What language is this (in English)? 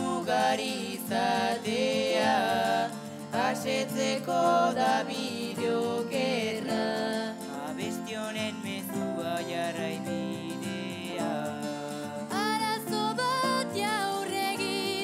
Basque